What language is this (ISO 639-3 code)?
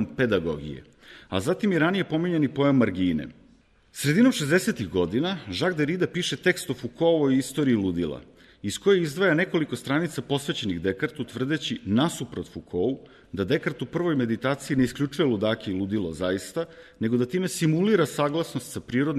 srp